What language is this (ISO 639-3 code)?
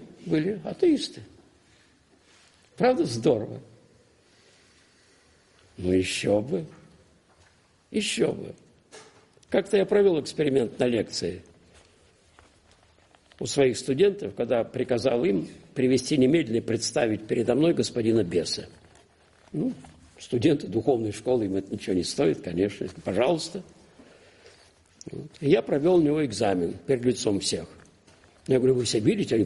rus